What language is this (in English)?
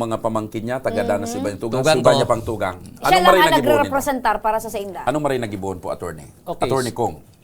Bikol